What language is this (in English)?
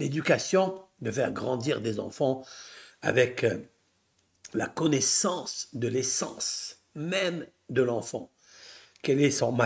French